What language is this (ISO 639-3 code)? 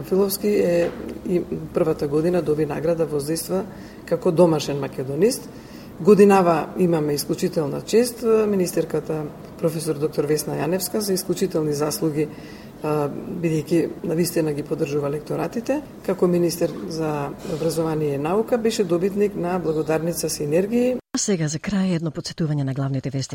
mkd